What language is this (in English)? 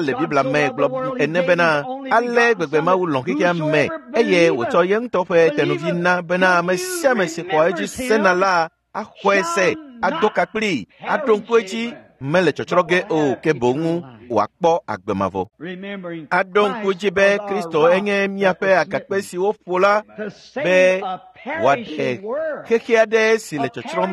Ewe